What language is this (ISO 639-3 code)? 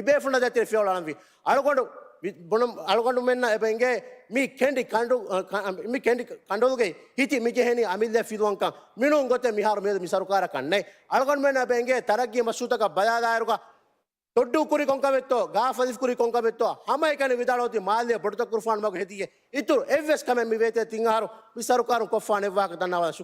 div